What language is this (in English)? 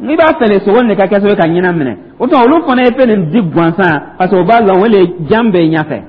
Dyula